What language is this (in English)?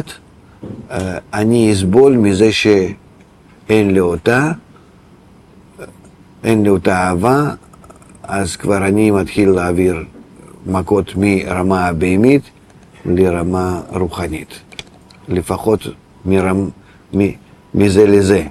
Hebrew